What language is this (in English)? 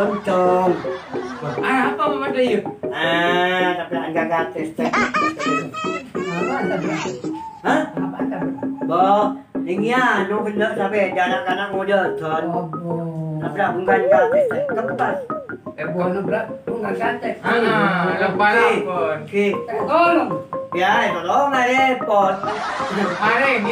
Madurese